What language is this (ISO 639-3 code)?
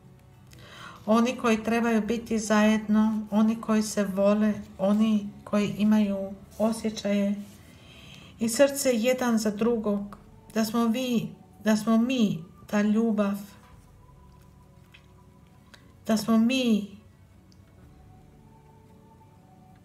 hrv